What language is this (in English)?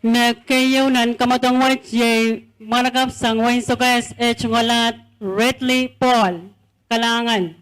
Pohnpeian